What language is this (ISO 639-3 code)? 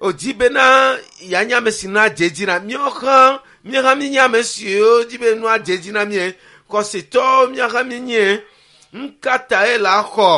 ewe